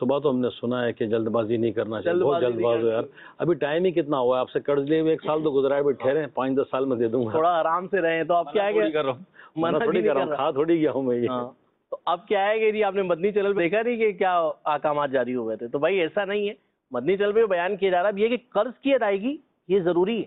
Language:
Urdu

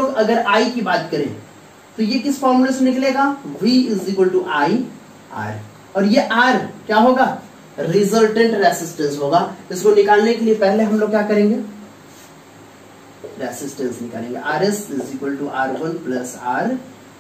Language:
Hindi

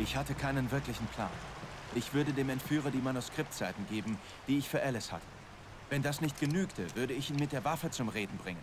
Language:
Bavarian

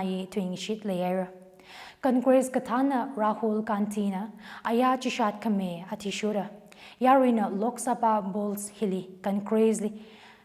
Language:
Tangkhul Naga (India)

